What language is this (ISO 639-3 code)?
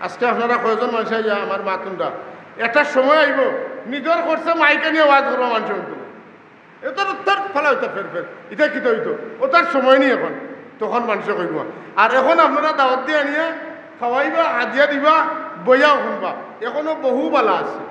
syl